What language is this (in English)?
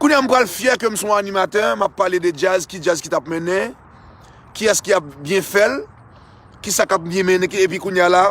Haitian Creole